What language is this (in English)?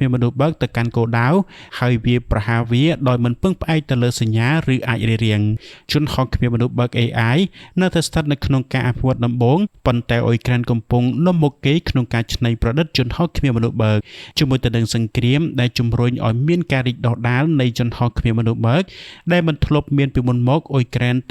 Khmer